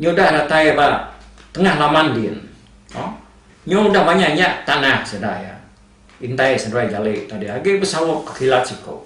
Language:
Iban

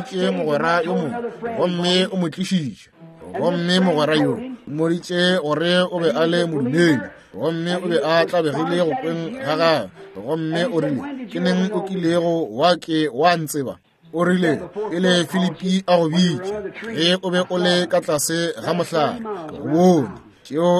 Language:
Northern Sotho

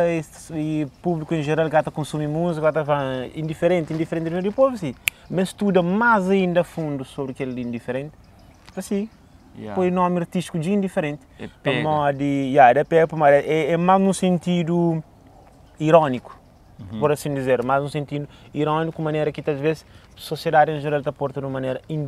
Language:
Kabuverdianu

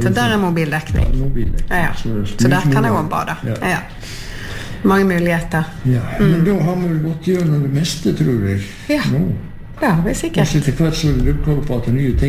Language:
Norwegian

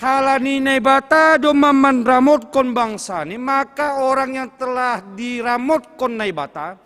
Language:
Batak Simalungun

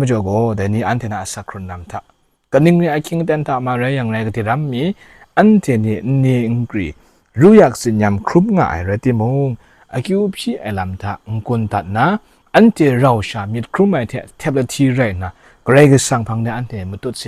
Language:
Kachin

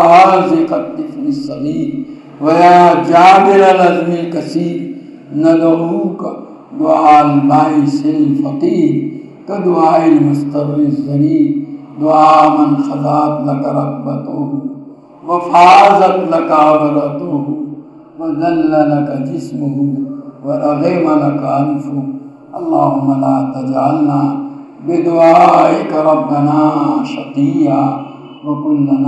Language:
Urdu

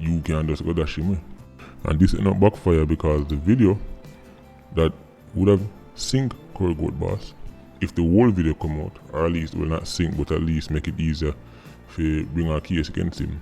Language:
Jamaican Creole English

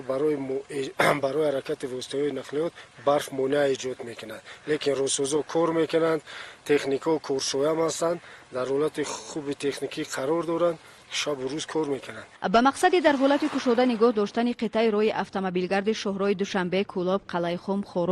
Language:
Tajik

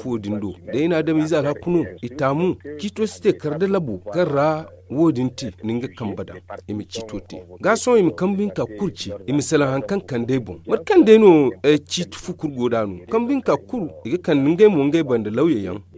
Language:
Zarma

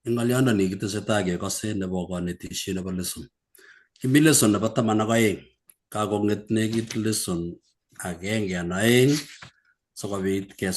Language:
Kalenjin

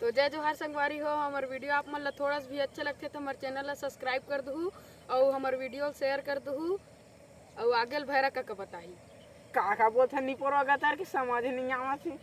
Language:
Chhattisgarhi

